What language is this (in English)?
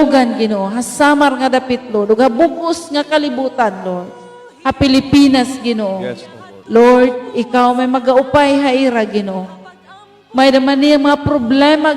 Waray